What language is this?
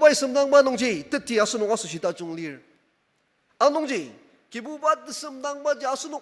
Ao Naga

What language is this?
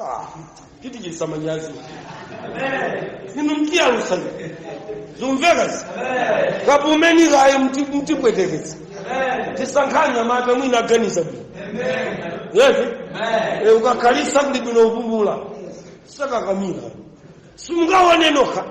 Nyanja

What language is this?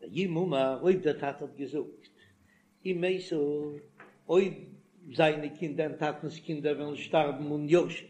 Yiddish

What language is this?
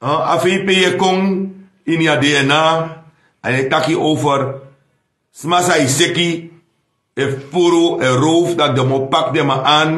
Sranan Tongo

